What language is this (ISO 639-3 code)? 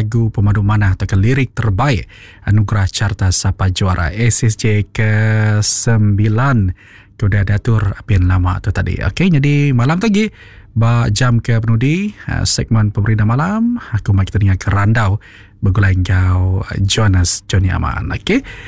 iba